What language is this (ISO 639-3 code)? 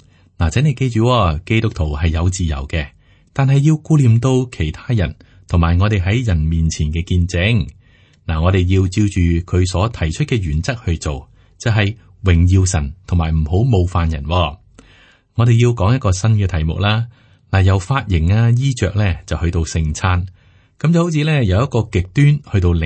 yue